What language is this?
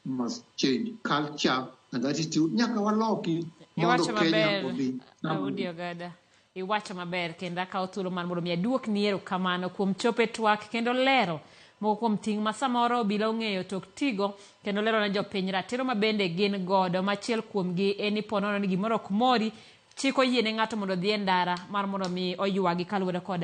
Luo (Kenya and Tanzania)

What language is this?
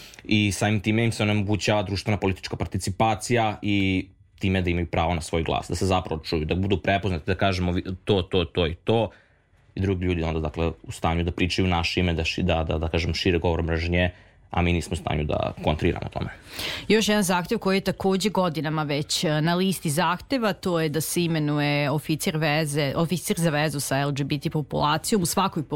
Serbian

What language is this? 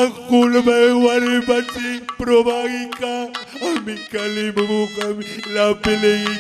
Batak Karo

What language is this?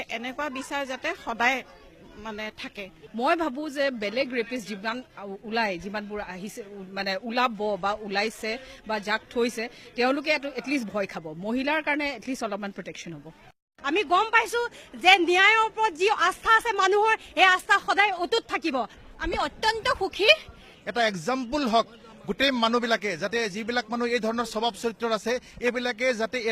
Assamese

